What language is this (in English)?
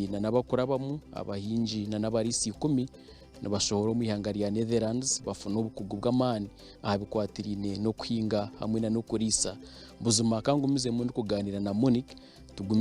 Nyankole